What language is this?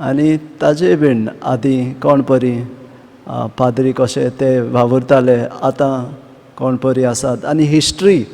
Konkani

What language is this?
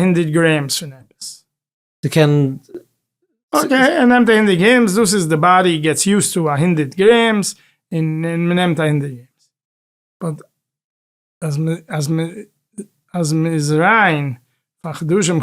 Yiddish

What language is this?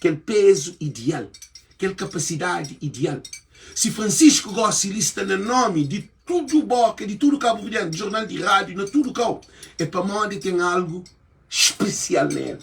Kabuverdianu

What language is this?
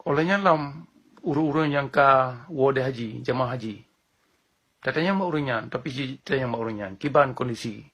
Achinese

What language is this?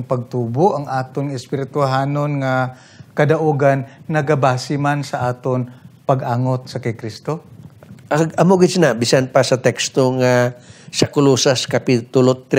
Hiligaynon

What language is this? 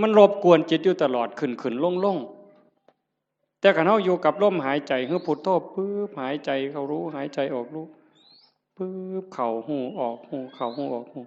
Northeastern Thai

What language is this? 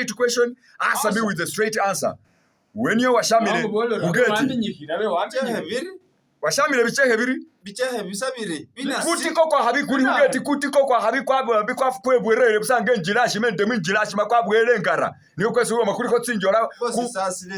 Masaaba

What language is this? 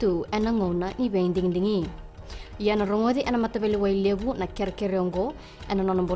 Fijian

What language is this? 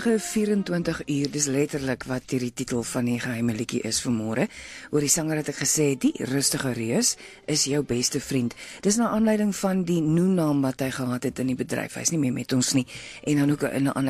Afrikaans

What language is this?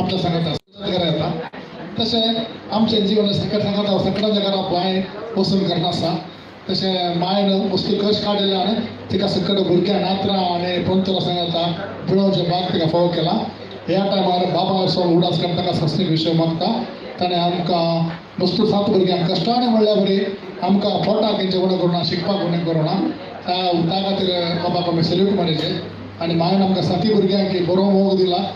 Konkani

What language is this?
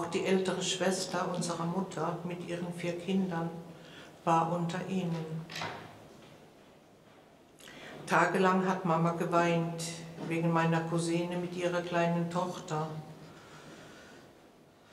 German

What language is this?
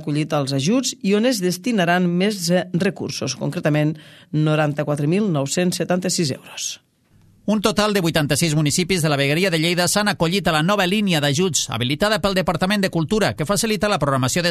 Catalan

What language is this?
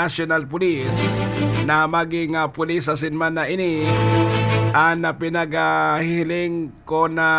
Bikol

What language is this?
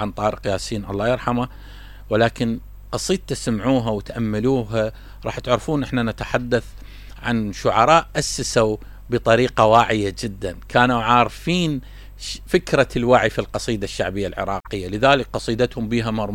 Mesopotamian Arabic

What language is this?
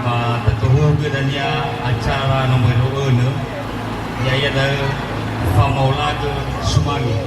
Nias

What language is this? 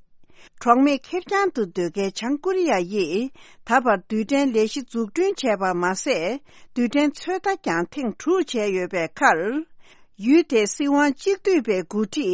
Tibetan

